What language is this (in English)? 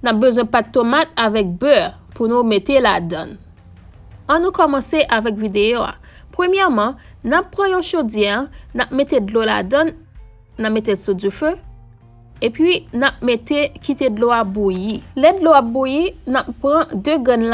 Haitian Creole